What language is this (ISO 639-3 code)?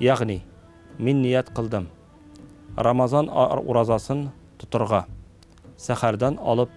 tat